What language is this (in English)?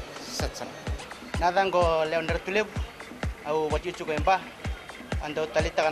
Fijian